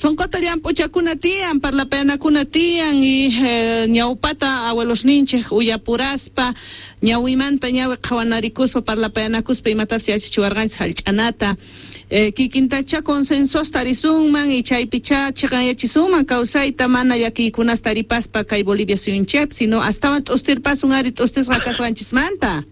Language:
Quechua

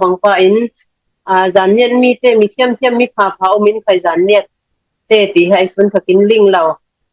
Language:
Falam Chin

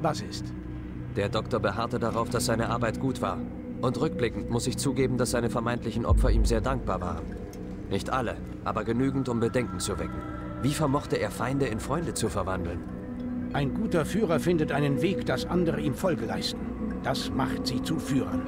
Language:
Bavarian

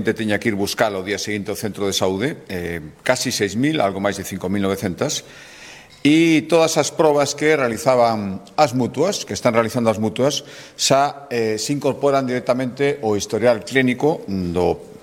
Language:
Galician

